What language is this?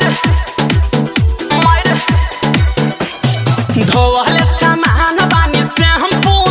Bhojpuri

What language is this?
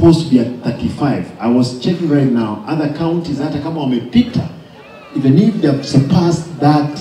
Gusii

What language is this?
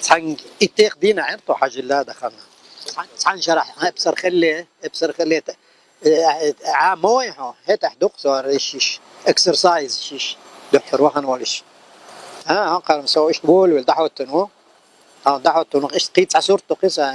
Chechen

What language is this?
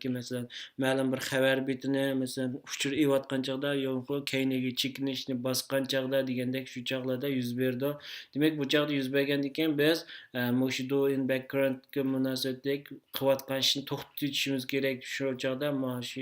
Uyghur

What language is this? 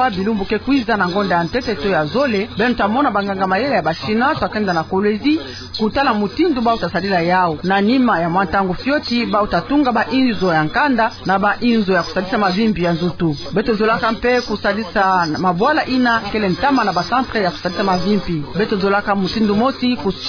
Kituba (Democratic Republic of Congo)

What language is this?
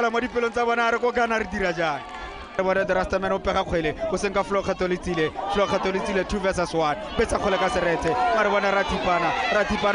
Tswana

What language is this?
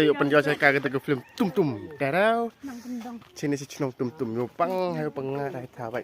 Khasi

